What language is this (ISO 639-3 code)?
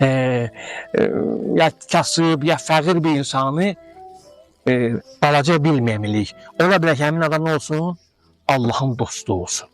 aze